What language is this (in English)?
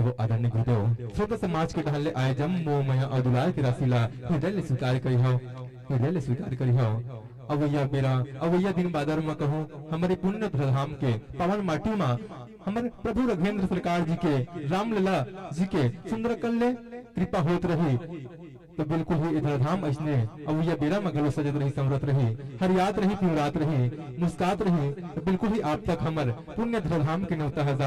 Chhattisgarhi